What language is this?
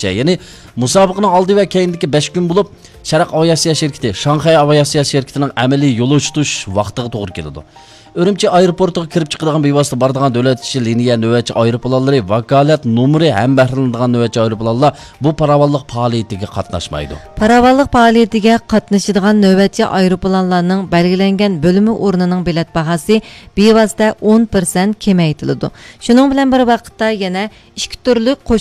Uyghur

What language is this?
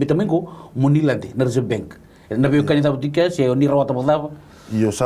Fijian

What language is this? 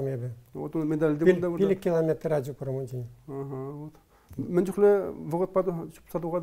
Chuvash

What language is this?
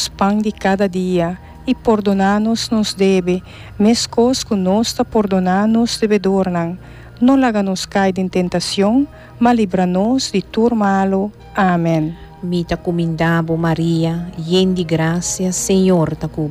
Papiamento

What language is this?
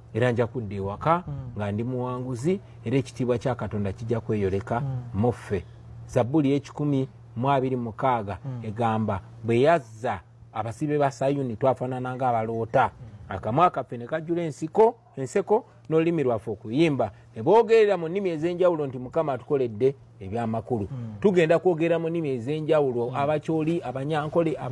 Ganda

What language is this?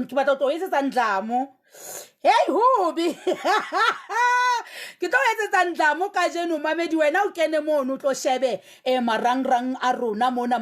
Southern Sotho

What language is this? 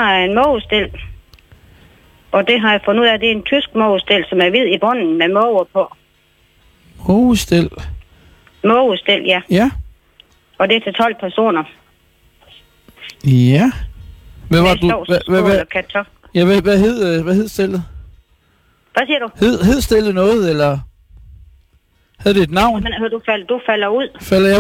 Danish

